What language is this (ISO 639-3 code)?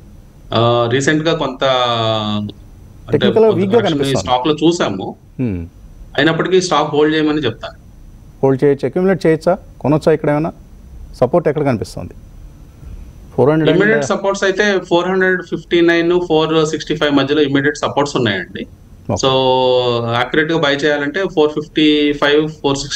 tel